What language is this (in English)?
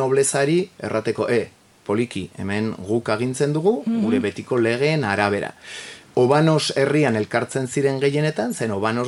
Basque